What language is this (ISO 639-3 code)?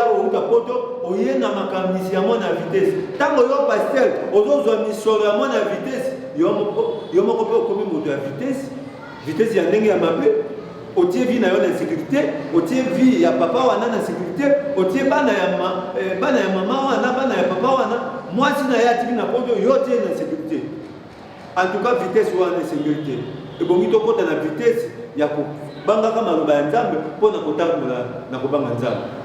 lin